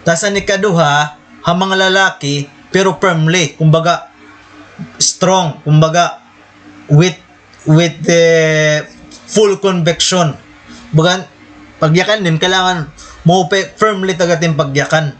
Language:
Waray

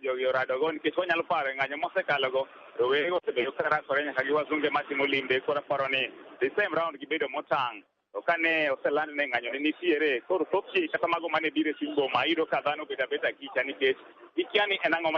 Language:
Luo (Kenya and Tanzania)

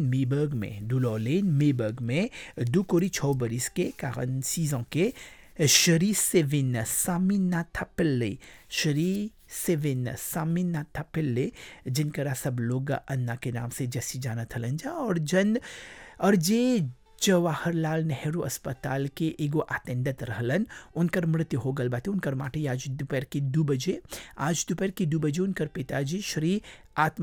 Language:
Bhojpuri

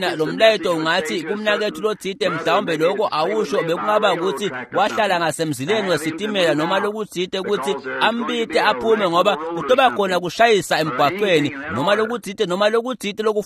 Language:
Swati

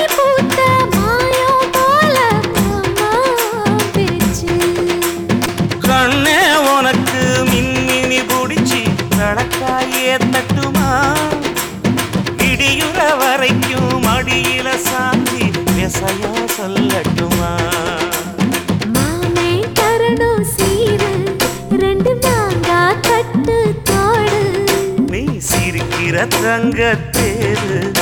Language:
Tamil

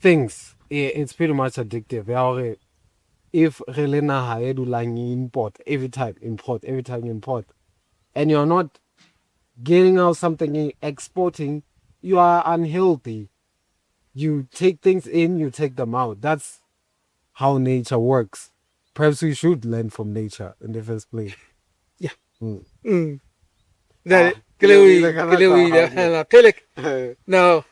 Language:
Southern Sotho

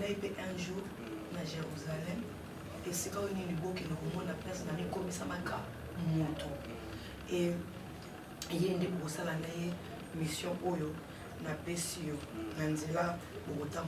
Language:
Lingala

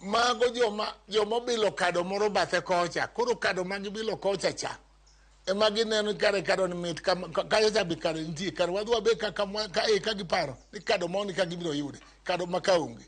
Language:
Luo (Kenya and Tanzania)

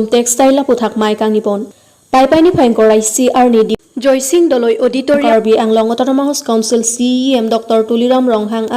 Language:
Karbi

